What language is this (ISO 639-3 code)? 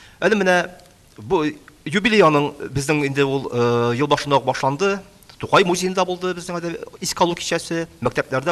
tat